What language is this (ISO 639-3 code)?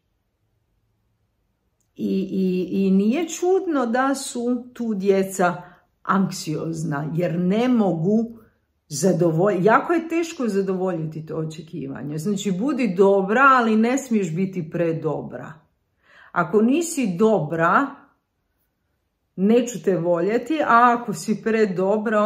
hrv